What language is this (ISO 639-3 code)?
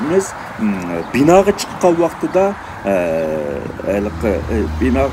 uig